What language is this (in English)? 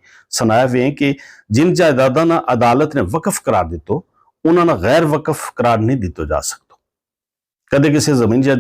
Gujari